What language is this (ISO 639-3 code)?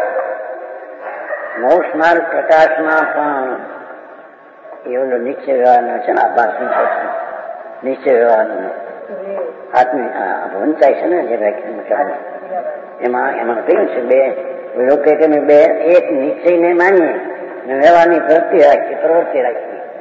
guj